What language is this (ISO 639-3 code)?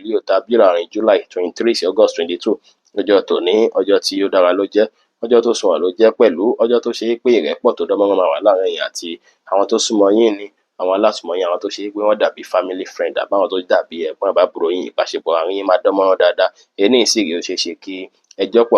yor